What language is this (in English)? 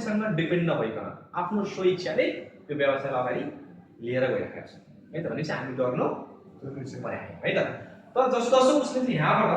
Nepali